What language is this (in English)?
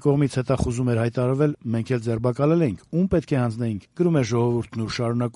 Armenian